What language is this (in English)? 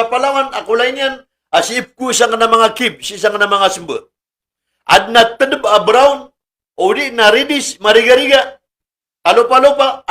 Maranao